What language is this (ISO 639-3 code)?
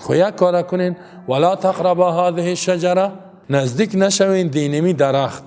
fas